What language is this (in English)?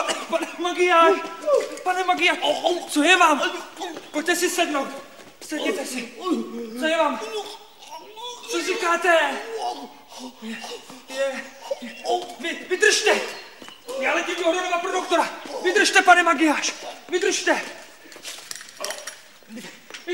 Czech